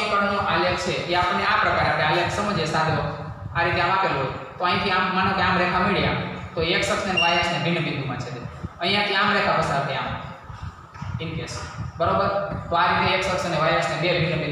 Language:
Gujarati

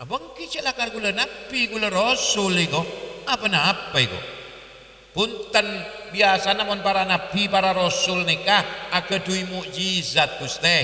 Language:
Madurese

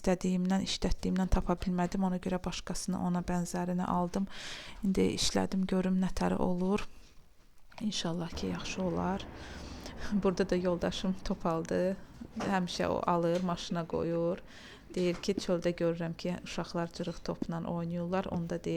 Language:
Azerbaijani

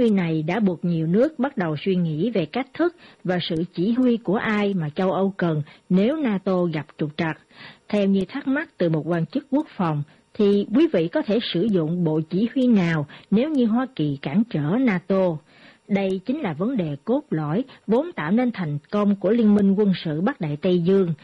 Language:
Vietnamese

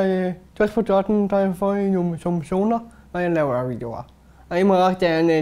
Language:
Danish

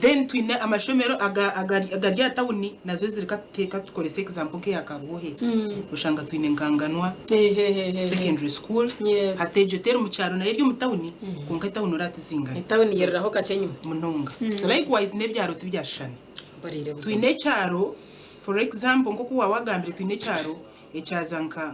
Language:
Nyankole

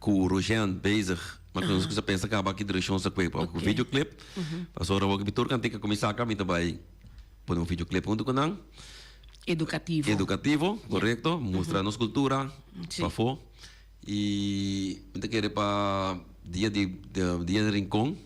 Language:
Papiamento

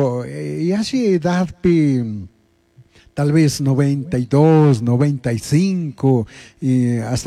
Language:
Chimborazo Highland Quichua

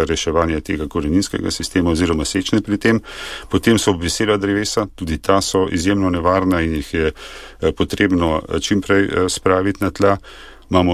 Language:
Slovenian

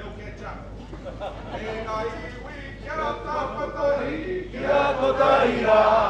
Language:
Māori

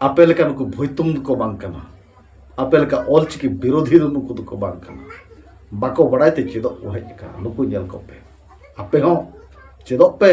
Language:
Santali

